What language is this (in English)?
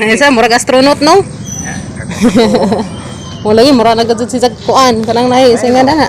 Cebuano